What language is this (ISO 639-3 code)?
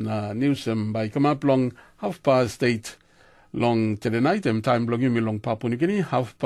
tpi